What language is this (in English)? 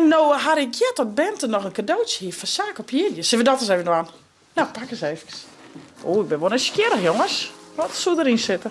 Western Frisian